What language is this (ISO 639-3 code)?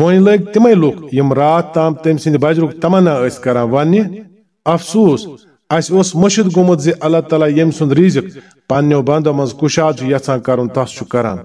kas